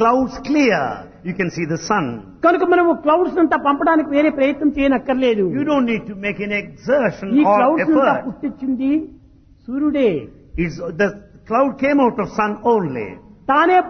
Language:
Telugu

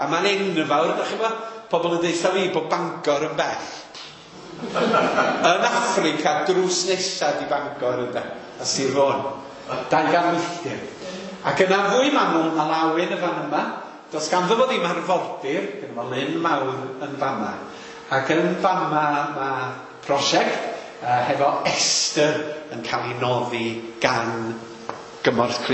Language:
Welsh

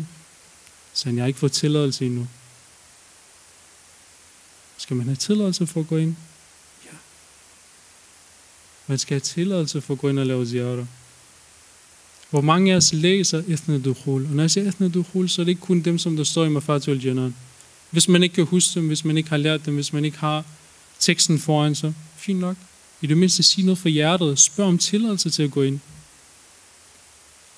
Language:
Danish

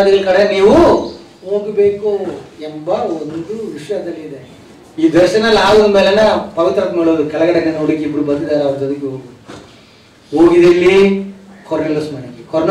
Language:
Kannada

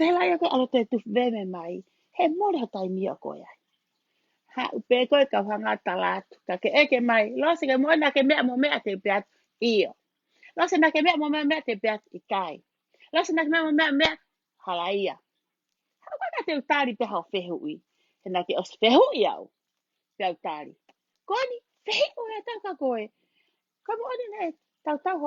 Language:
Tongan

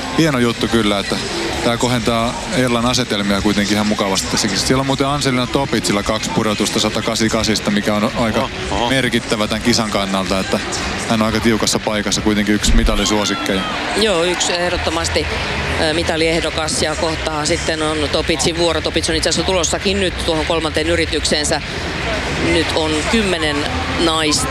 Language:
Finnish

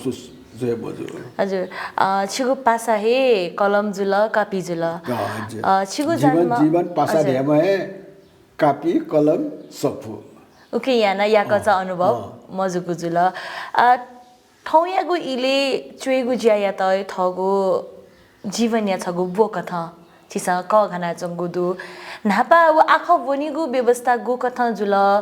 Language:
Newari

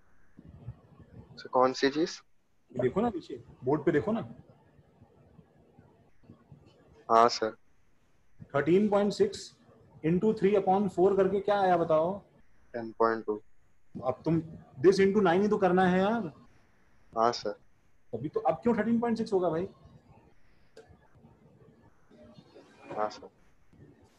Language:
Hindi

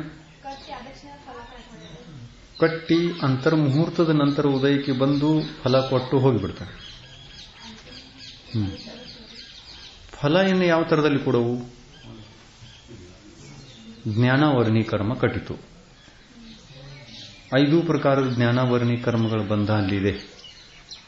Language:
Kannada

